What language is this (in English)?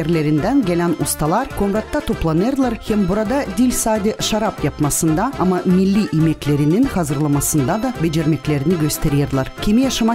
Gagauz